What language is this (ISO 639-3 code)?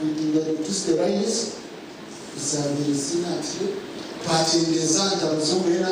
nyn